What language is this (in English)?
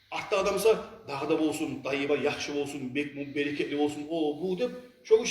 Kumyk